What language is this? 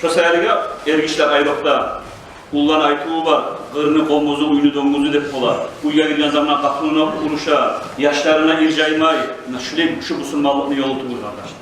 Kumyk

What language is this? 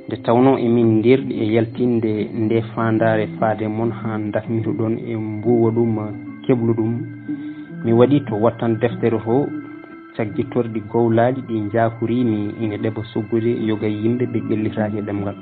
Fula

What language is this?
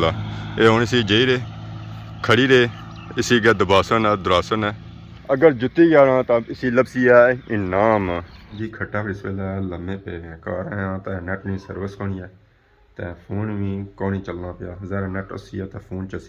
Pahari-Potwari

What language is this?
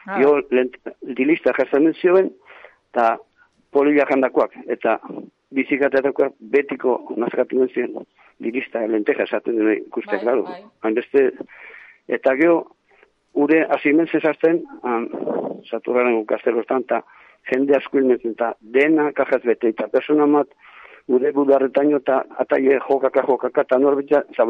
Basque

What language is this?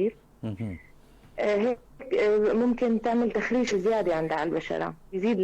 North Levantine Arabic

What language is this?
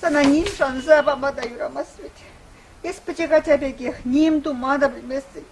Chuvash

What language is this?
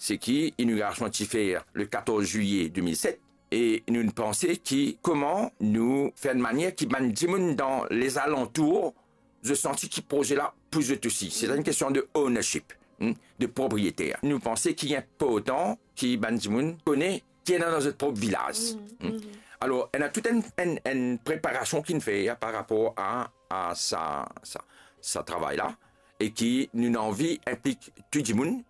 Morisyen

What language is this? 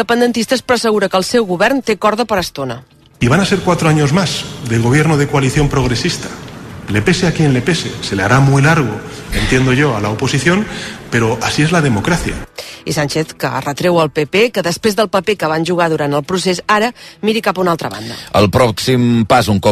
Catalan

